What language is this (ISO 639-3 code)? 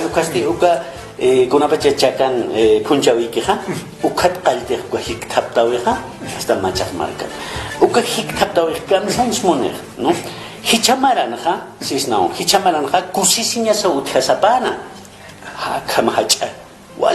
aym